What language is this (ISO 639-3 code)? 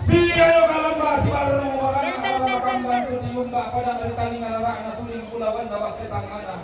sda